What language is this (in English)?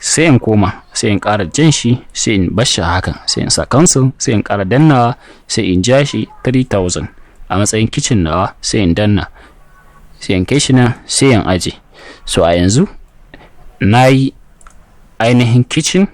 Hausa